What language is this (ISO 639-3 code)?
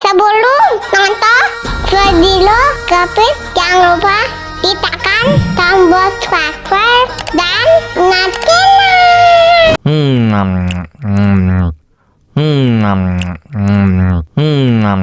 bew